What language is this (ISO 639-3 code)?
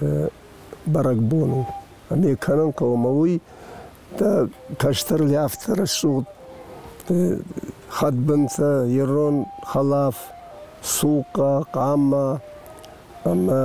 oss